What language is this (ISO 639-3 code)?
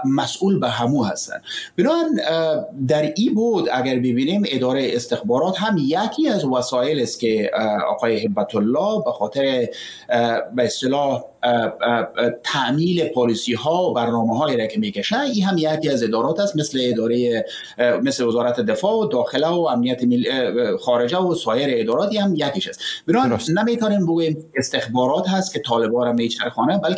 fas